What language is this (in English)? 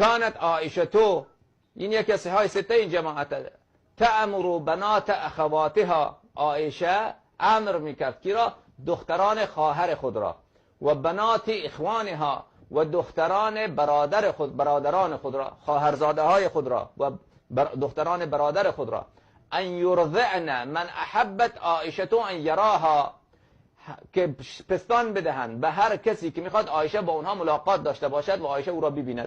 Persian